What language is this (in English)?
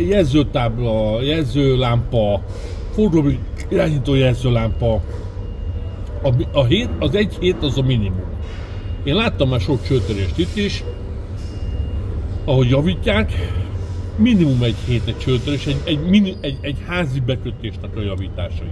Hungarian